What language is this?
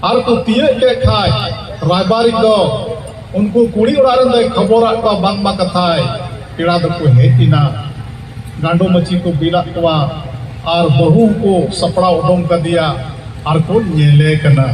Santali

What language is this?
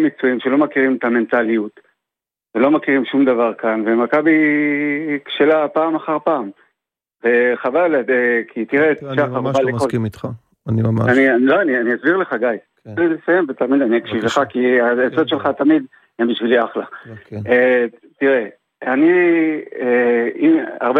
Hebrew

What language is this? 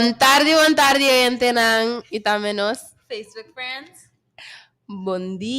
Papiamento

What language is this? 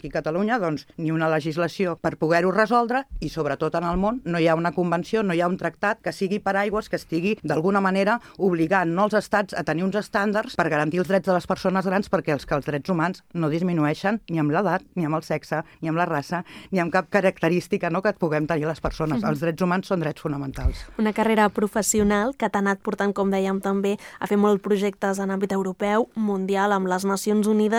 Catalan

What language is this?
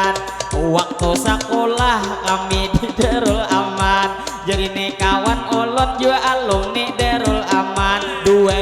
Banjar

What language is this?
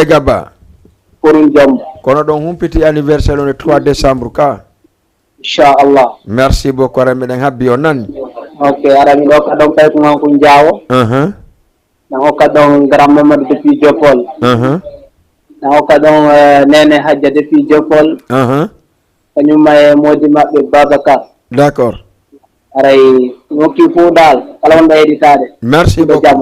Fula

